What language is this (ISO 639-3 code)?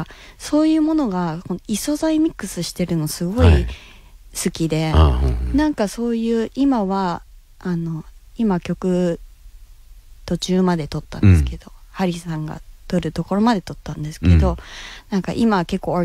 jpn